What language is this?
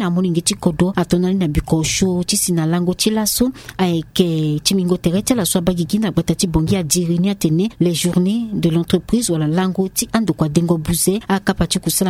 Sango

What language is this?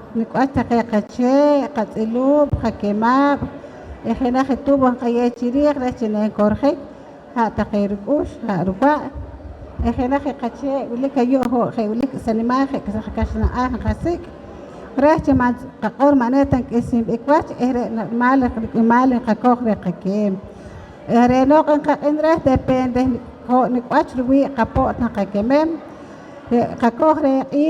Poqomchi'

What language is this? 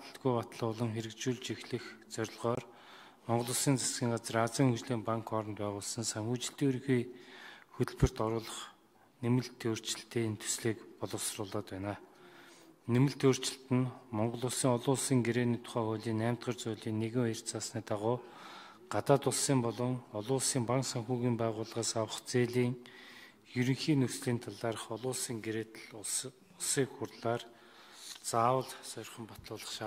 Mongolian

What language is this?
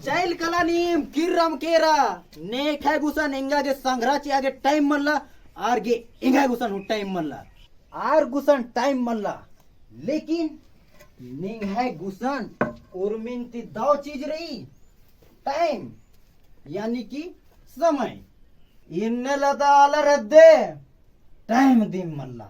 Kurukh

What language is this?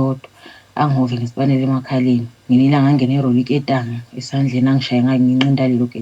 Zulu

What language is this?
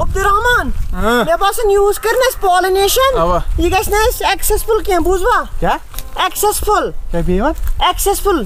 Kashmiri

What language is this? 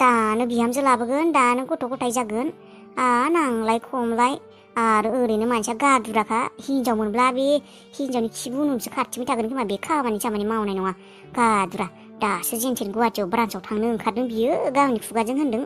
Bodo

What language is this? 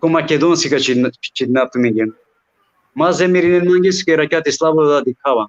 Balkan Romani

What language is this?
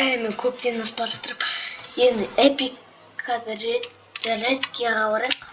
Kazakh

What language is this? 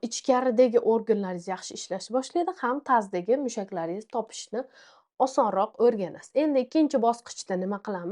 Uzbek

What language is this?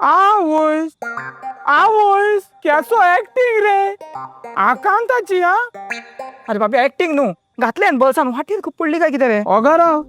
Konkani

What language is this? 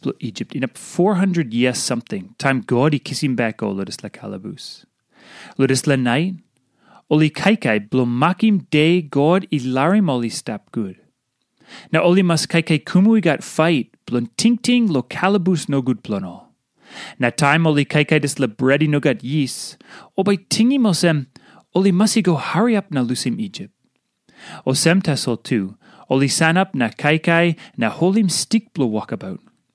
Tok Pisin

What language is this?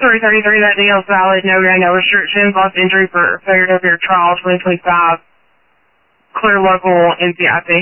English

